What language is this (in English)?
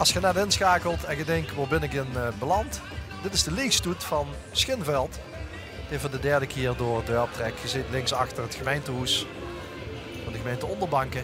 Limburgish